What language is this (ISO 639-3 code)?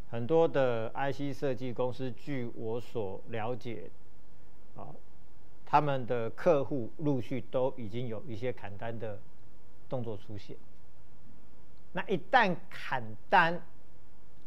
zho